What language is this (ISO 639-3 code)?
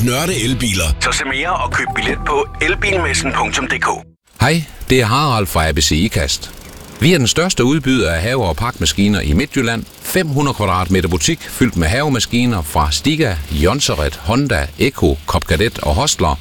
dan